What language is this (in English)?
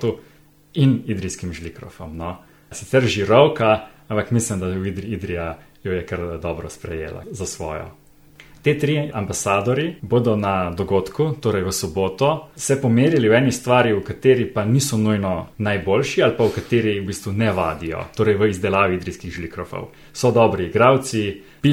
Slovenian